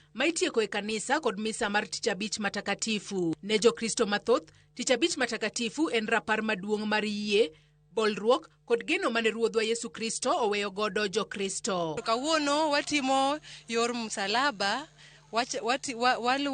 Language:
Luo (Kenya and Tanzania)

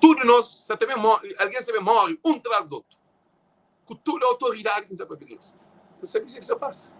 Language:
Kabuverdianu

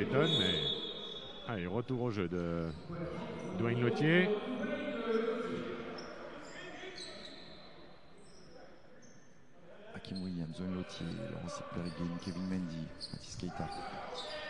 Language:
French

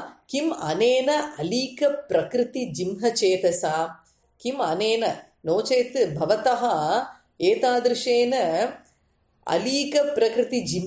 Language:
Sanskrit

